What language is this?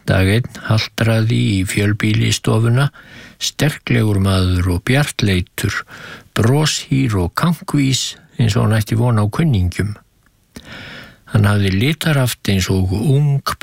Icelandic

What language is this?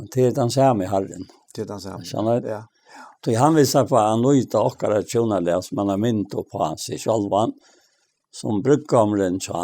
Faroese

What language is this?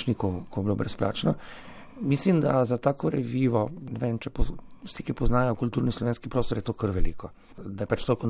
Slovenian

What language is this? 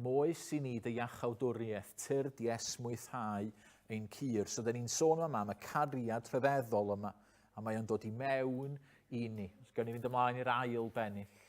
Welsh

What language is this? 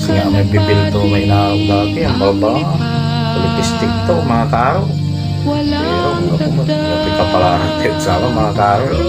Pangasinan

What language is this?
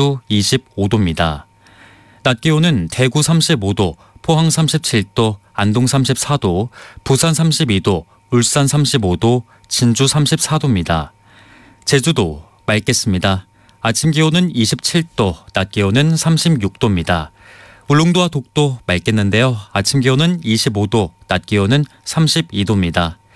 Korean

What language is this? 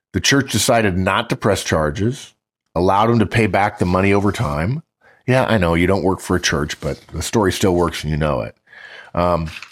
English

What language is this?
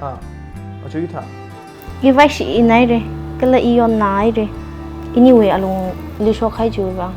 Tangkhul Naga (India)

